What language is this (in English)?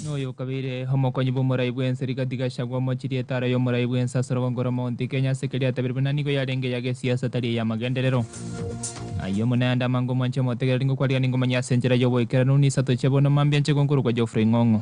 Gusii